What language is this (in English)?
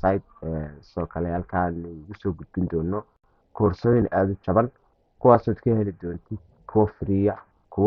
Somali